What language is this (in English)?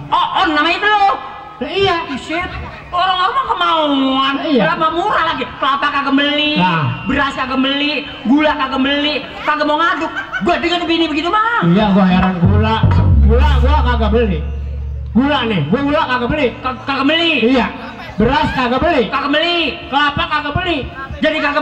Betawi